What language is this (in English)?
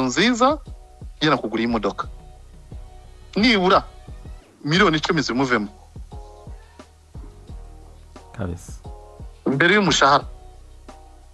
Kinyarwanda